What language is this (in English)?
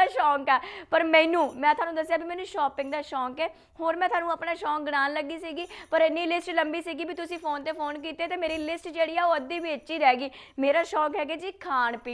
Punjabi